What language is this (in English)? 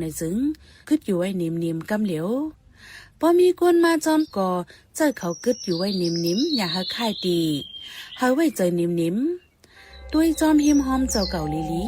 Shan